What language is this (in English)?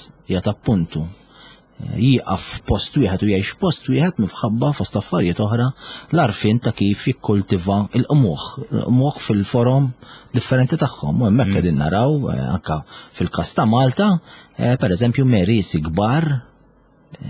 Maltese